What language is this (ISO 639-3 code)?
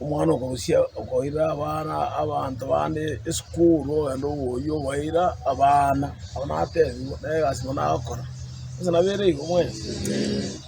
guz